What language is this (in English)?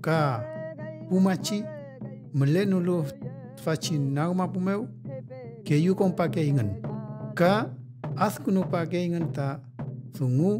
Mapuche